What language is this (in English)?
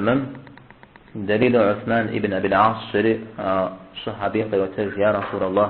Kabardian